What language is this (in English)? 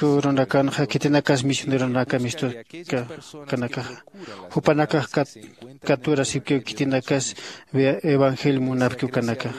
Aymara